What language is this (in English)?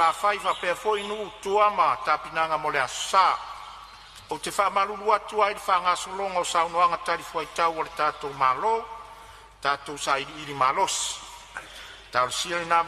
Samoan